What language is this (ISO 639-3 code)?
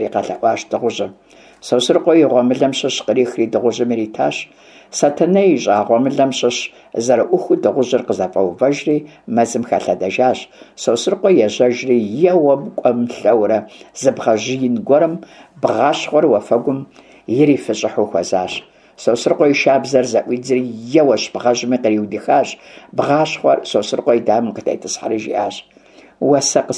kbd